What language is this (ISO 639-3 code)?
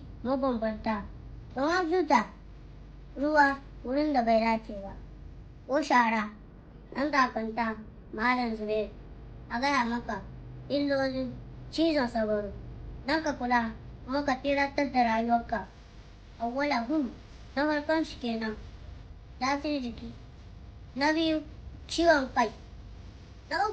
hau